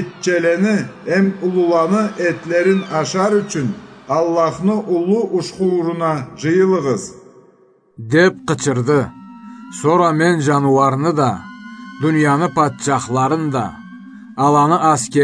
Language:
Karachay-Balkar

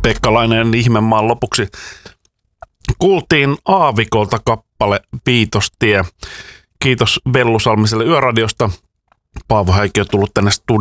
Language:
Finnish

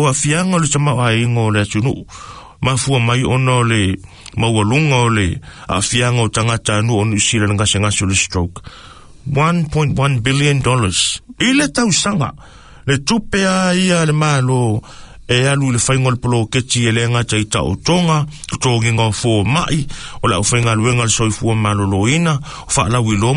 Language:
Samoan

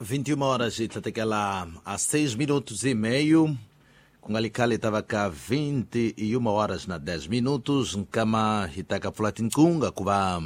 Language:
Tsonga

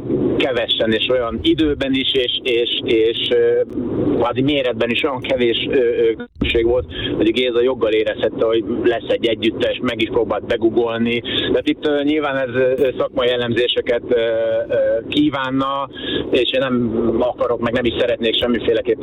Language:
Hungarian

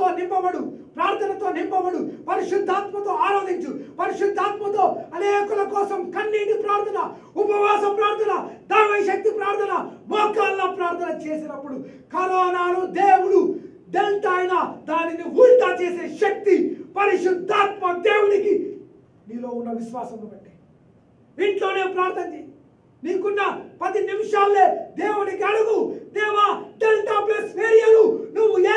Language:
Telugu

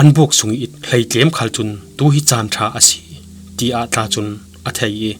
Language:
Falam Chin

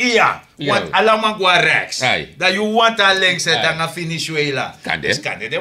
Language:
Sranan Tongo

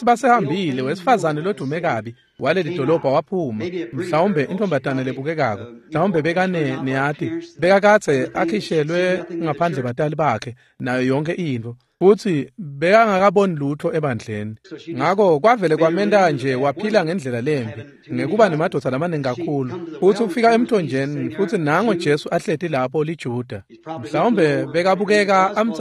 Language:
Swati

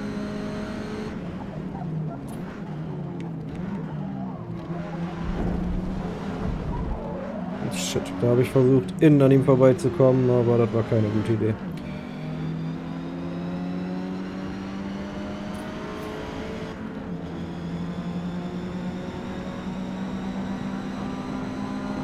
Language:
German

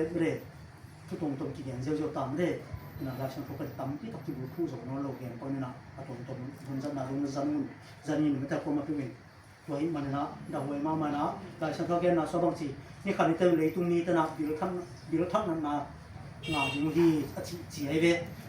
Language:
Tedim Chin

